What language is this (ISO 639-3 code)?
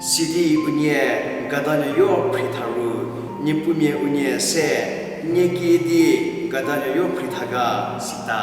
njm